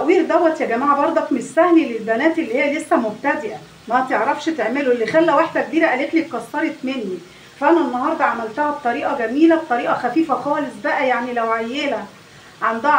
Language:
Egyptian Arabic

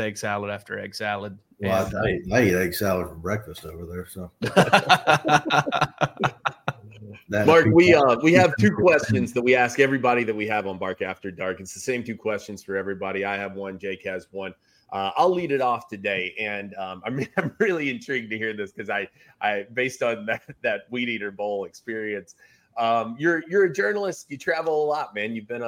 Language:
English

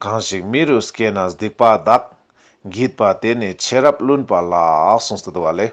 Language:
Ladakhi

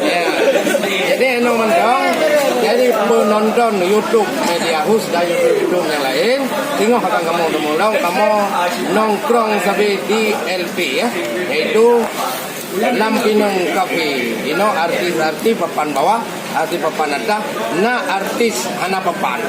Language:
Achinese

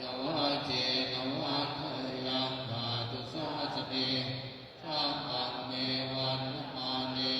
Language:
Pali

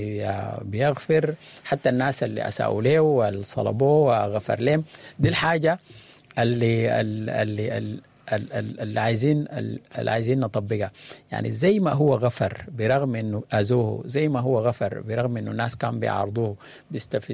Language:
Sudanese Arabic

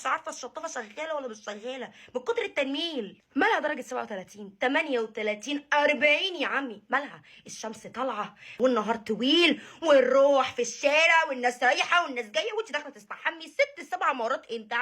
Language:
Egyptian Arabic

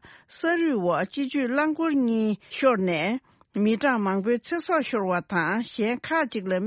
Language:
Tibetan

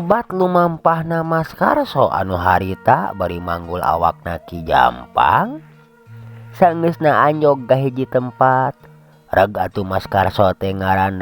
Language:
Sundanese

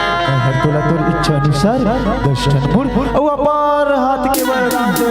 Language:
Chhattisgarhi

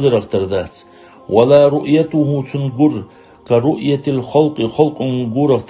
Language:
Ingush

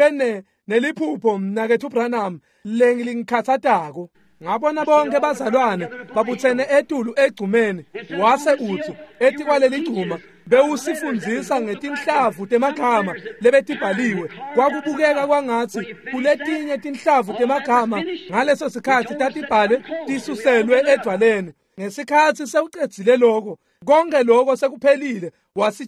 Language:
Swati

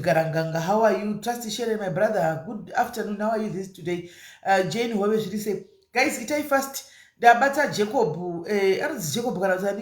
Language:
Shona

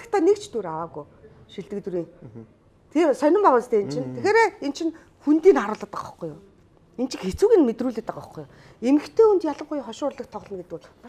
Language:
Mongolian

